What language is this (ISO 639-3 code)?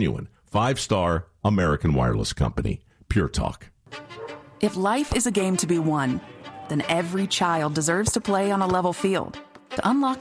eng